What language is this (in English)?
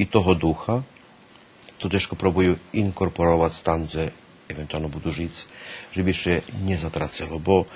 Rusyn